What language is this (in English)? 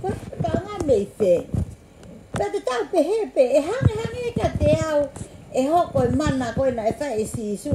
Tongan